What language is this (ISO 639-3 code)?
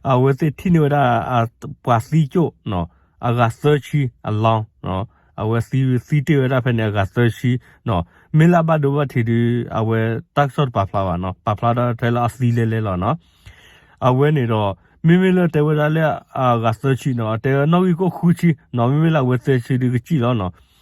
ksw